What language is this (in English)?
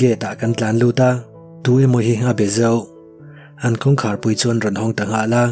Mizo